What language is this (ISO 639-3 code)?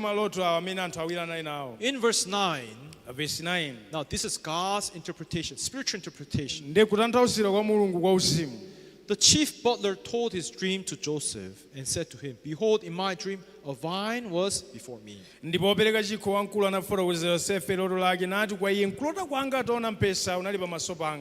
nya